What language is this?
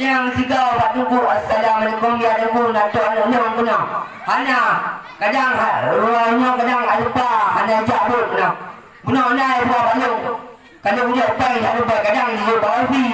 Achinese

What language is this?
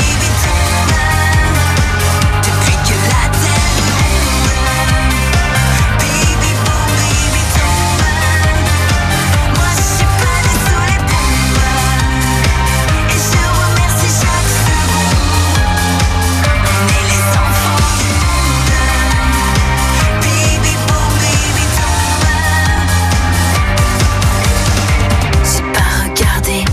French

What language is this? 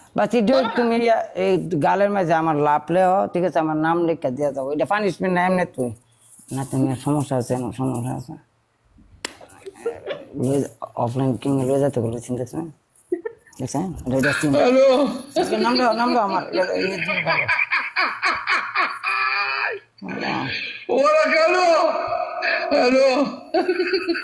Bangla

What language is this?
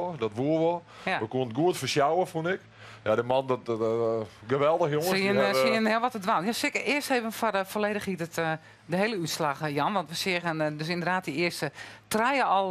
Western Frisian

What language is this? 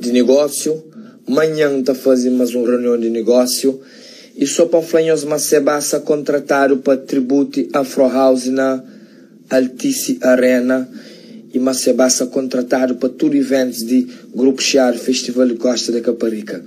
Kabuverdianu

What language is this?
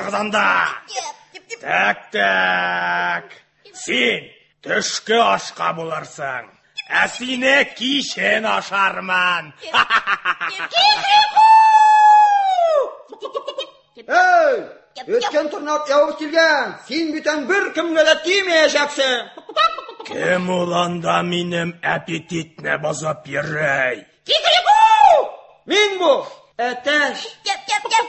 Tatar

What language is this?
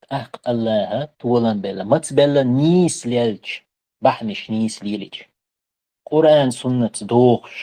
Chechen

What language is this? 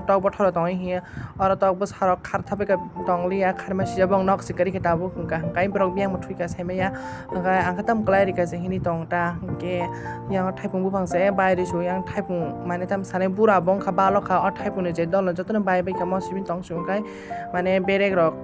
Kok Borok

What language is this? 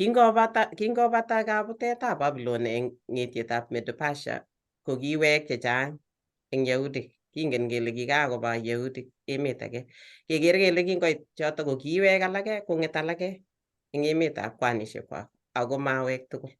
Kalenjin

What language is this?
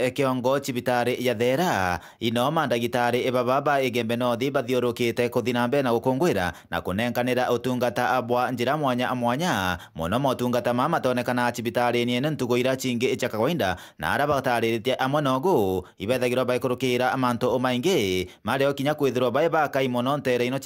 Meru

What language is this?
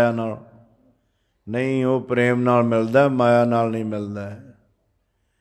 Punjabi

